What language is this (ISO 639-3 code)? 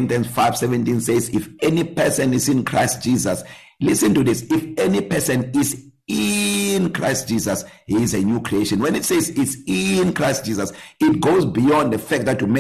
eng